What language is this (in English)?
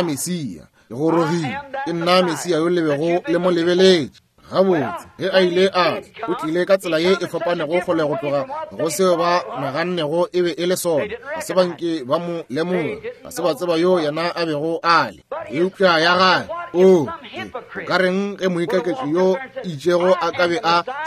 Northern Sotho